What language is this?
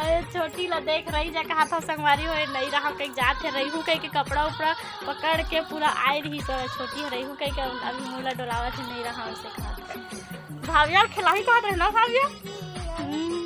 Chhattisgarhi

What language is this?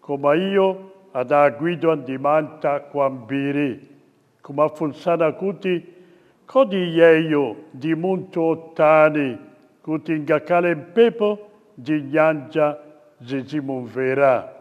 Nyanja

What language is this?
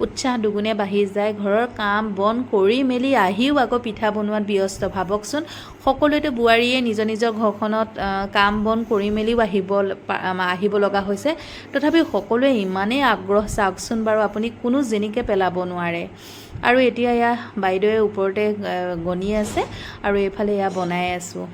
Assamese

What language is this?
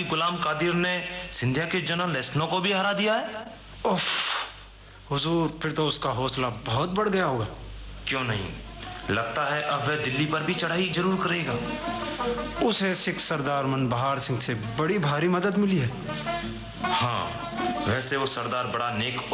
Urdu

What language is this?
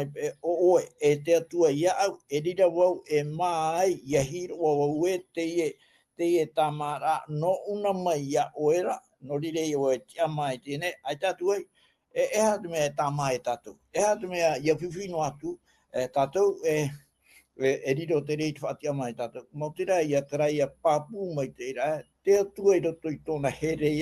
Tahitian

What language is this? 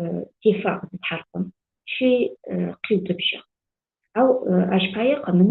Adyghe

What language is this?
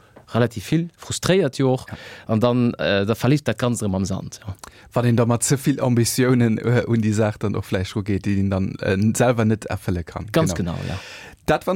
Luxembourgish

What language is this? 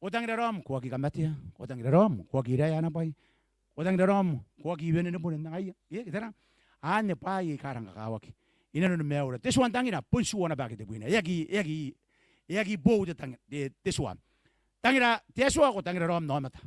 Gilbertese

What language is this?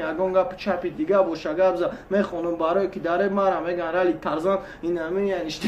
Tajik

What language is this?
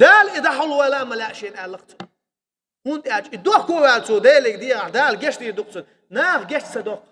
Chechen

